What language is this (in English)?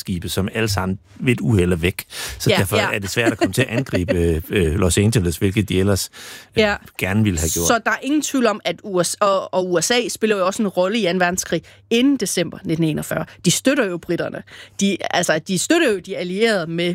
Danish